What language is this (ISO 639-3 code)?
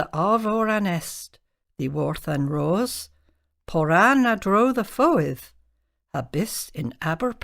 cor